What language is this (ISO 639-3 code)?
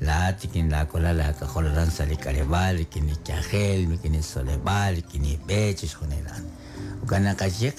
kek